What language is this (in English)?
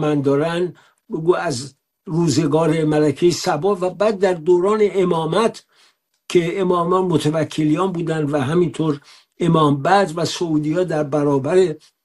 Persian